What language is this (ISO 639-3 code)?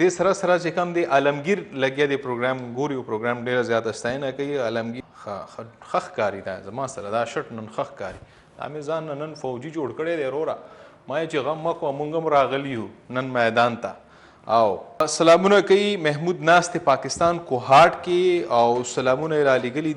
pus